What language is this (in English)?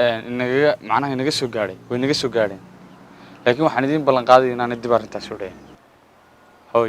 Somali